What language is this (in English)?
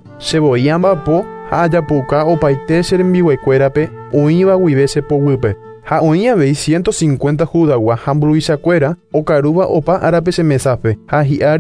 Guarani